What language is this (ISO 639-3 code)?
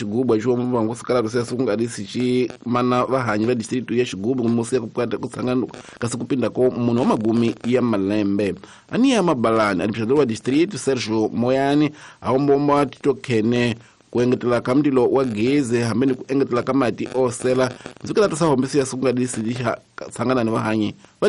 tso